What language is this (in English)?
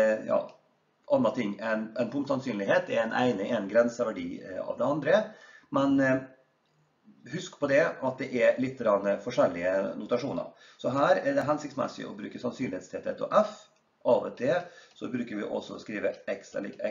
Norwegian